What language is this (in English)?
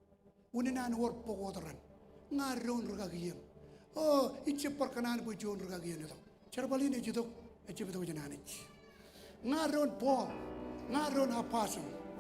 Marshallese